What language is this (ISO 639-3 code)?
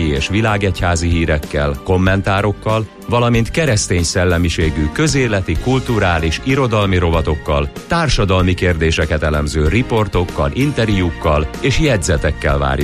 hun